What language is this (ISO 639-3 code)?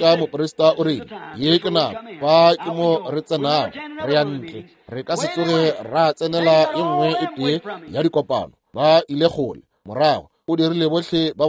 nso